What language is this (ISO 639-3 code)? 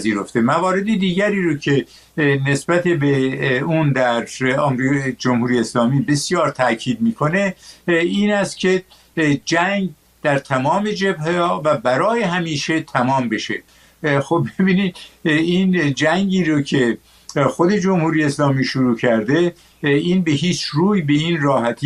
fas